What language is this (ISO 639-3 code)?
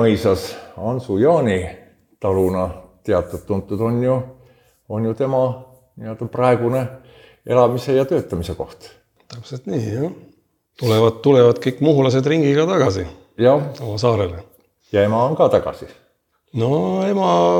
est